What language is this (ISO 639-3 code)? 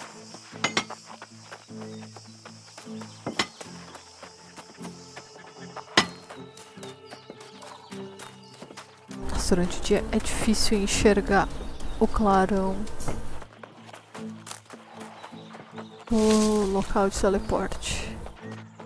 por